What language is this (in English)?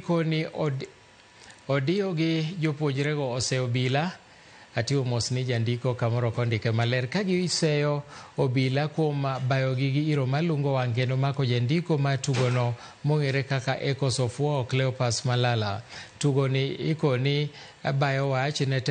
Luo (Kenya and Tanzania)